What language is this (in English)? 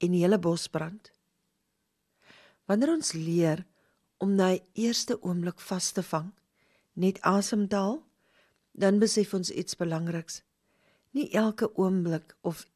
Afrikaans